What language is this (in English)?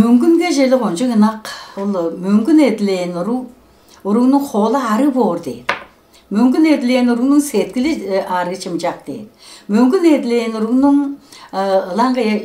Tuvinian